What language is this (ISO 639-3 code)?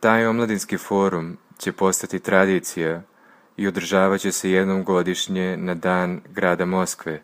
srp